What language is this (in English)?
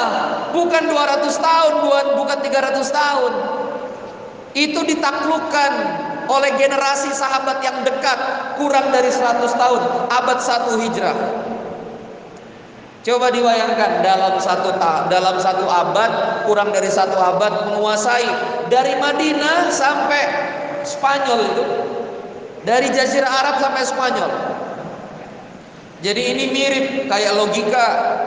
Indonesian